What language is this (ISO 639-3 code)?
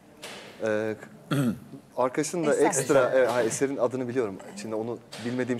tur